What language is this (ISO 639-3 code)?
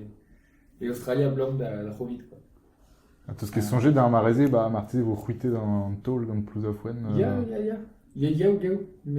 bre